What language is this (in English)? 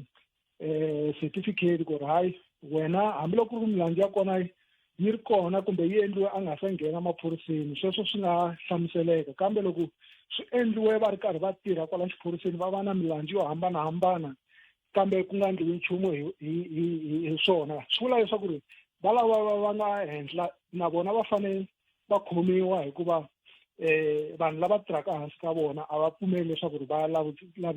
Tsonga